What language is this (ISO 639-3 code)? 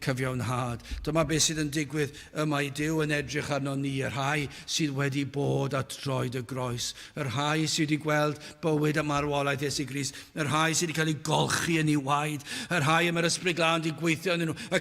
cym